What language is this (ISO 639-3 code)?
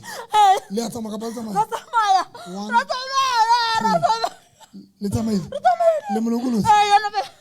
sot